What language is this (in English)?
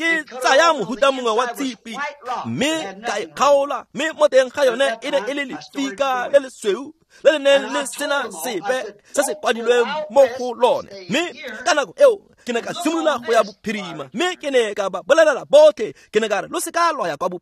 Tswana